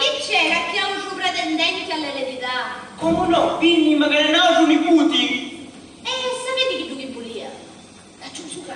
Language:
Sicilian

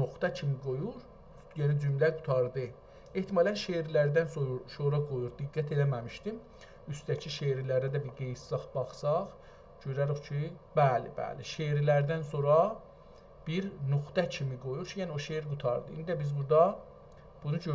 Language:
South Azerbaijani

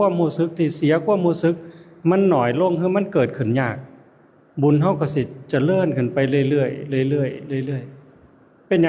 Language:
Lao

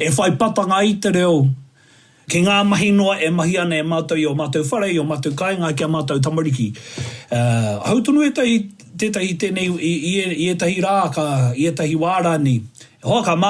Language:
Māori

